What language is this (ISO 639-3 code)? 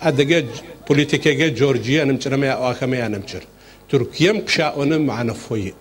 ady